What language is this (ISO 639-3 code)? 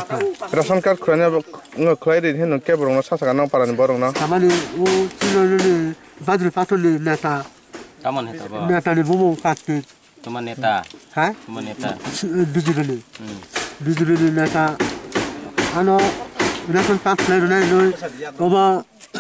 trp